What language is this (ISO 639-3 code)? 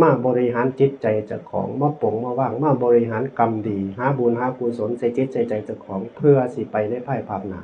tts